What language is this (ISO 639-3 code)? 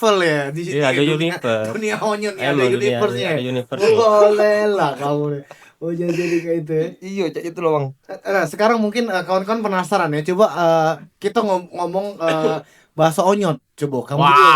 mui